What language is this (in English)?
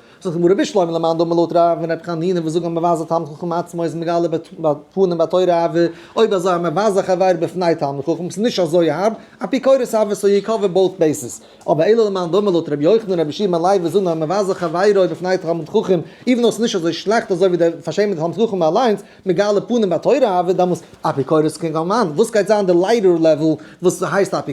Yiddish